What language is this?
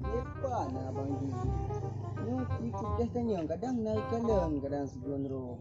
Achinese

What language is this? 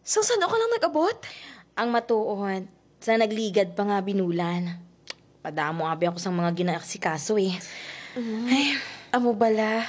Hiligaynon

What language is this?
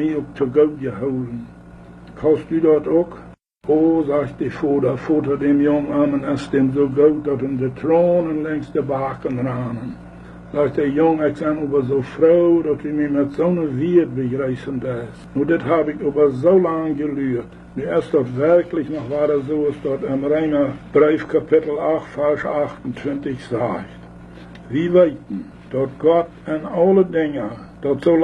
Plautdietsch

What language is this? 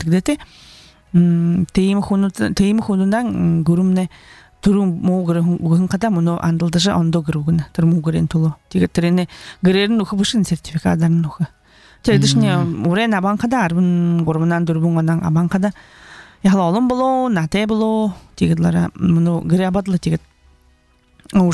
Buriat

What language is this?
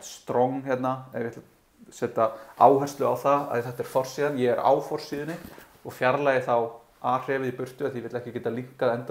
Icelandic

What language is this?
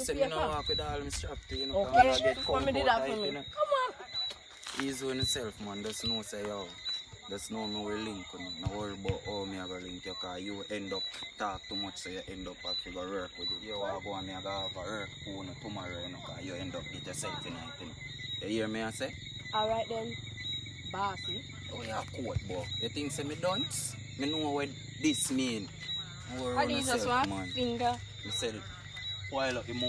Jamaican Creole English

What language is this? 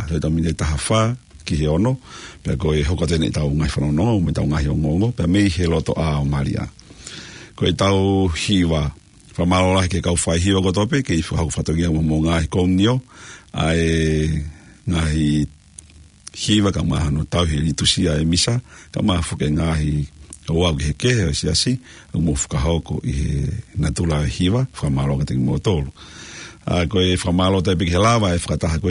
Tongan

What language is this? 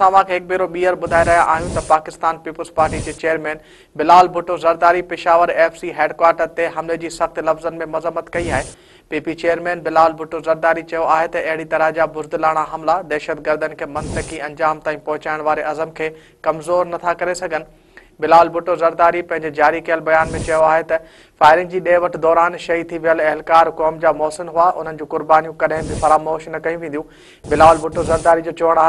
Sindhi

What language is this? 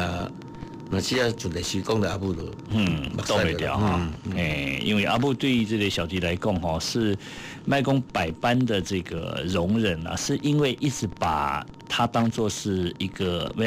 Min Nan Chinese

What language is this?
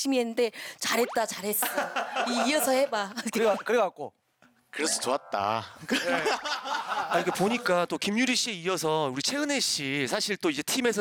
Korean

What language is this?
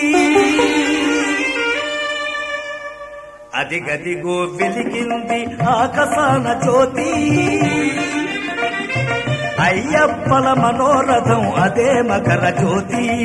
Telugu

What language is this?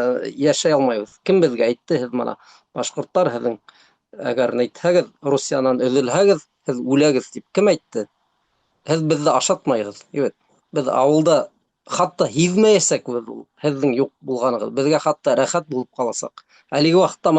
Bashkir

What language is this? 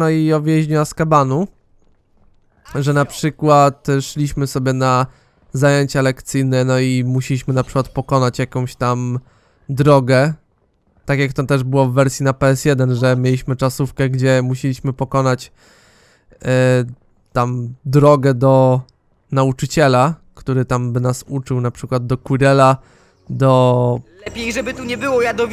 Polish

